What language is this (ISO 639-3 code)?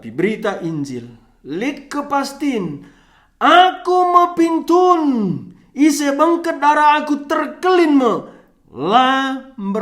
btx